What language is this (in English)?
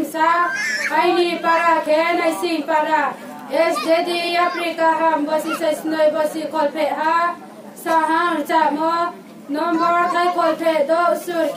Riang (India)